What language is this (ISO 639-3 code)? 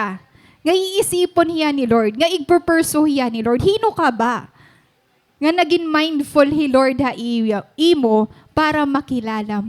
war